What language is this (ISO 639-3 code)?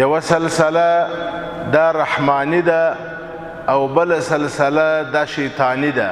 pus